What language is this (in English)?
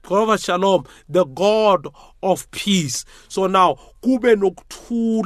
South Ndebele